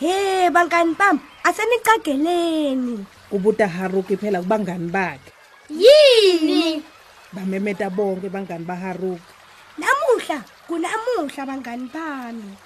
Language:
Swati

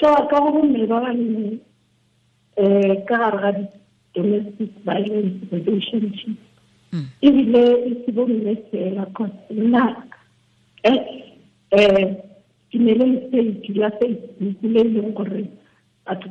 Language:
Tswana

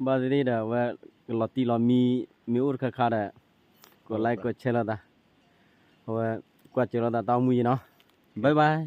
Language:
S'gaw Karen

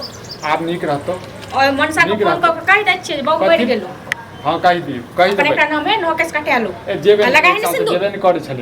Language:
Maithili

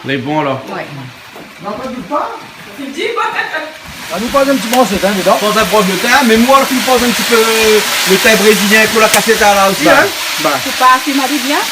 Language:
Réunion Creole French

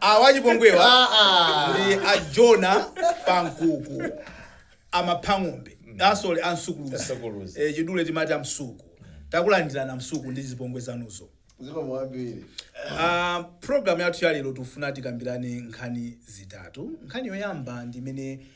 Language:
Nyanja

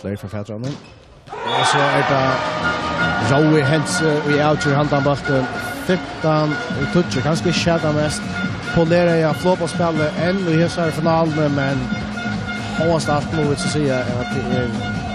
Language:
Faroese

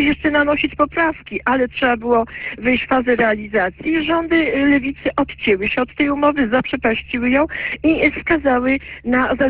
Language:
Polish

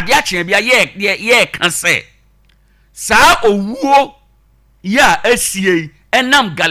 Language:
Akan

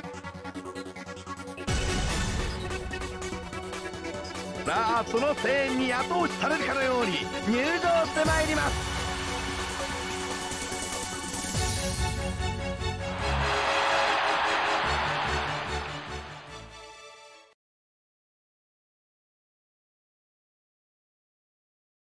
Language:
Japanese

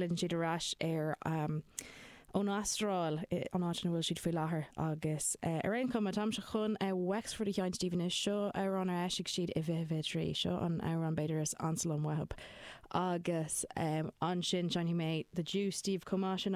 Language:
Irish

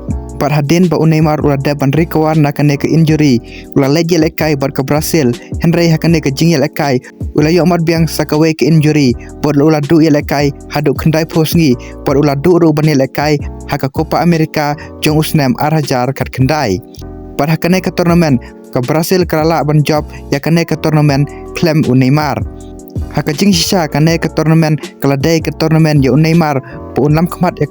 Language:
Khasi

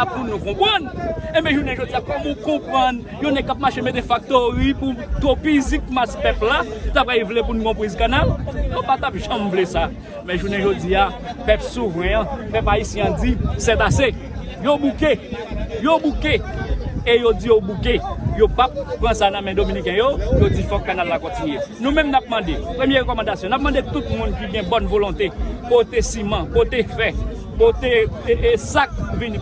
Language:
Haitian Creole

